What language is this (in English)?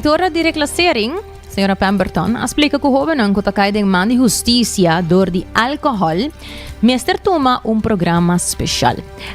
Papiamento